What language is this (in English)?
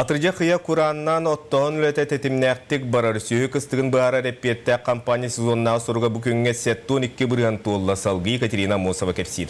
Yakut